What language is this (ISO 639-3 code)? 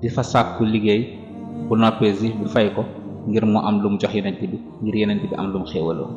wol